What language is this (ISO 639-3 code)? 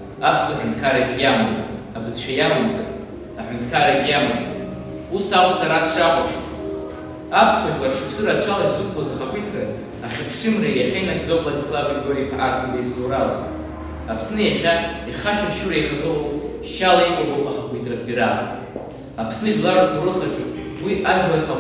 abk